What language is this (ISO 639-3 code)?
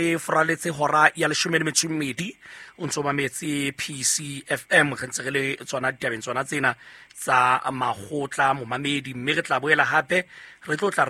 sot